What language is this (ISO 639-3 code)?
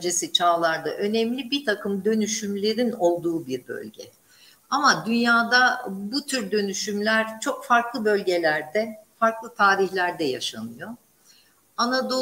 tur